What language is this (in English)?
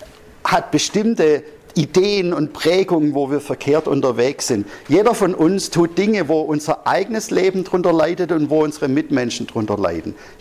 German